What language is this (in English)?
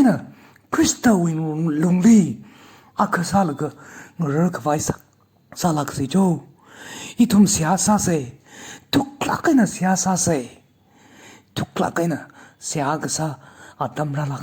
Tangkhul Naga (India)